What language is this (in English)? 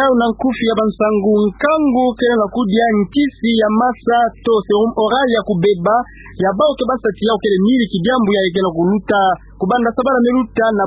Kituba (Democratic Republic of Congo)